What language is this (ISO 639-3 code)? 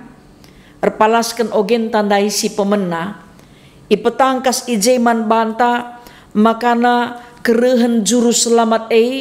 btx